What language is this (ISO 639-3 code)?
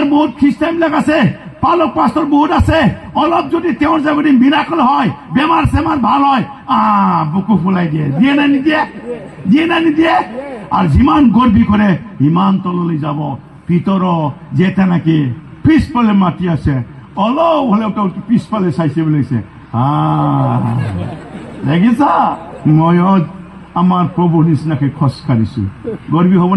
asm